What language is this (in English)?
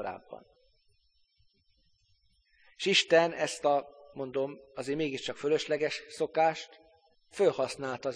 Hungarian